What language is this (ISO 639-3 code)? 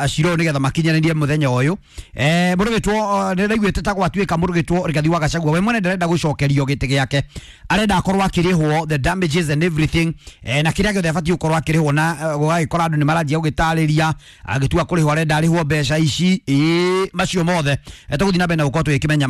kik